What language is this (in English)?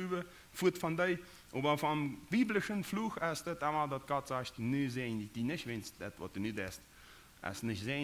Plautdietsch